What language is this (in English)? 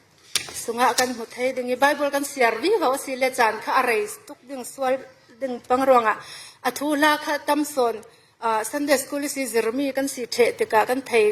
Falam Chin